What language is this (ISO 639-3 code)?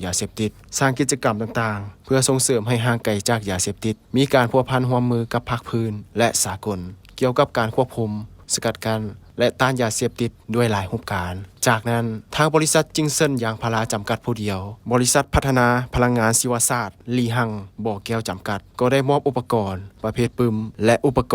lao